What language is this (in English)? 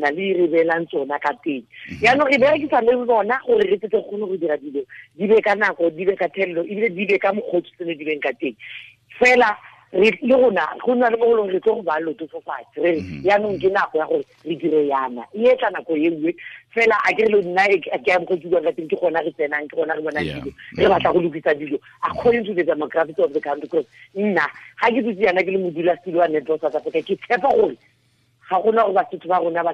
Tswana